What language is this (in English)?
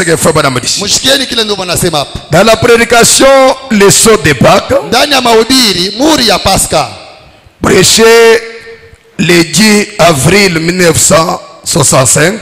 Swahili